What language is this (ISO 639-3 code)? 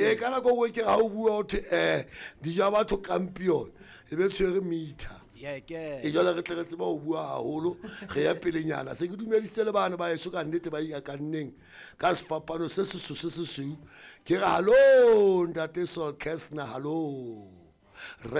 sot